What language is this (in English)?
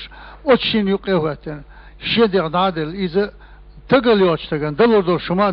Chechen